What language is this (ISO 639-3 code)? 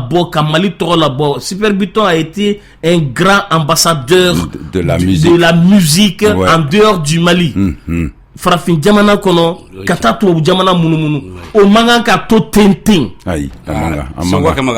bam